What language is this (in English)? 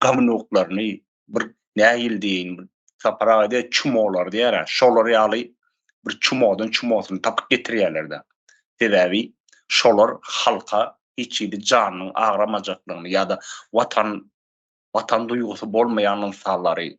Turkmen